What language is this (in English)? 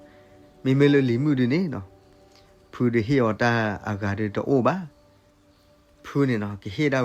S'gaw Karen